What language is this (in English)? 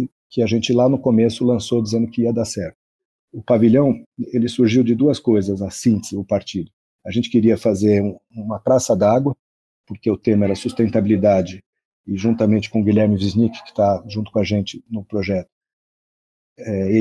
Portuguese